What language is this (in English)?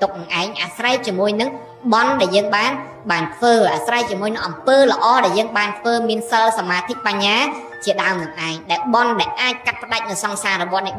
Khmer